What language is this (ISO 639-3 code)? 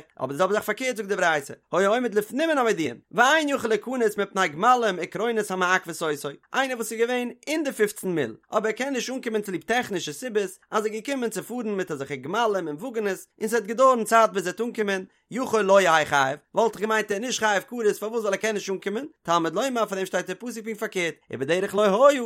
yid